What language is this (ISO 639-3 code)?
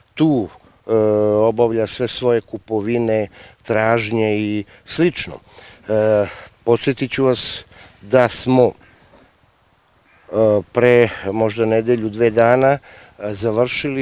srp